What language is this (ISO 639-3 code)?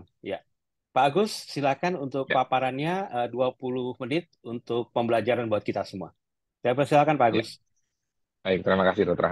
ind